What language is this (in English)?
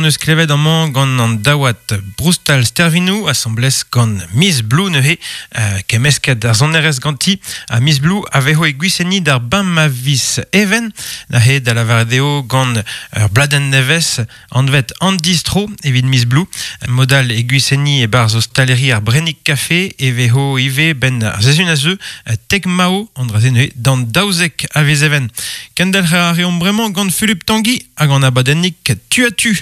Breton